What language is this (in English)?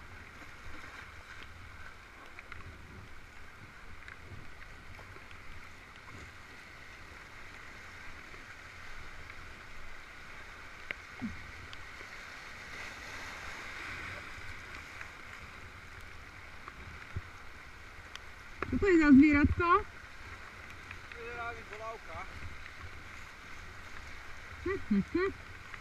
Slovak